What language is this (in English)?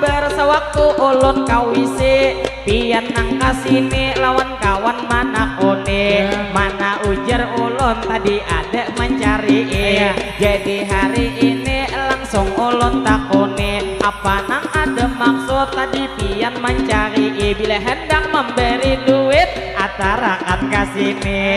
Banjar